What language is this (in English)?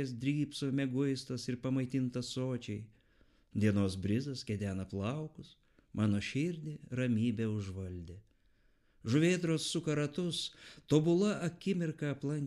Lithuanian